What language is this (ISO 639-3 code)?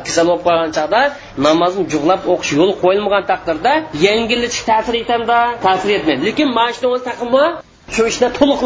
uig